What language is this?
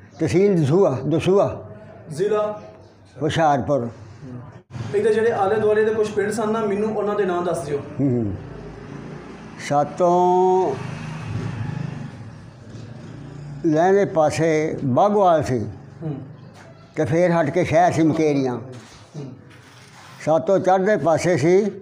Punjabi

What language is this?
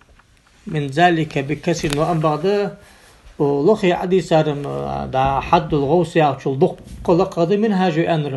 Ingush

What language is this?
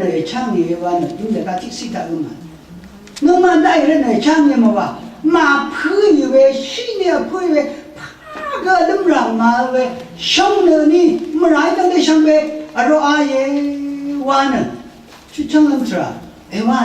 Rawang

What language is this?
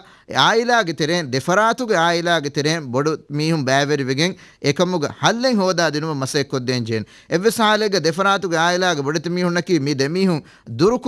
Divehi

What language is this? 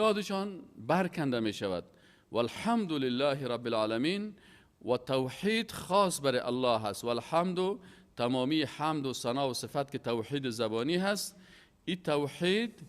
Persian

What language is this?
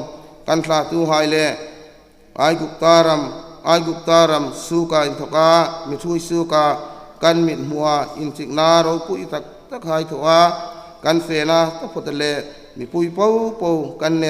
Hmar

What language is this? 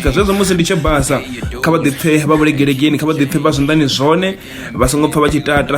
Venda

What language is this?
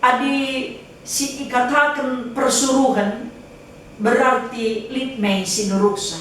Batak Karo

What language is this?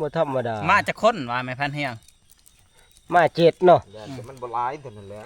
Northeastern Thai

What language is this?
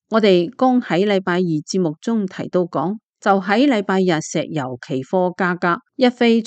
Cantonese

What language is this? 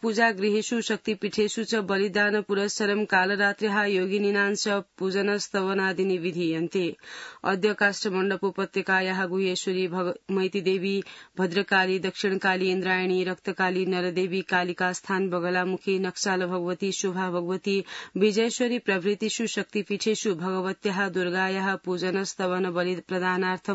Sanskrit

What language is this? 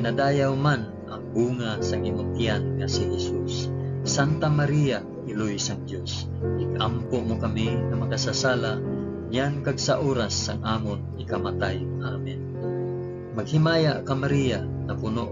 Hiligaynon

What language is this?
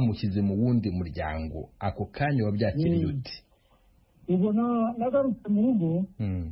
Kinyarwanda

